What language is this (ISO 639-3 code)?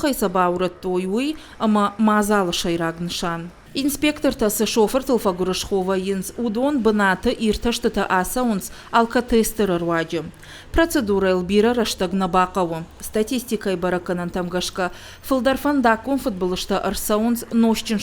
oss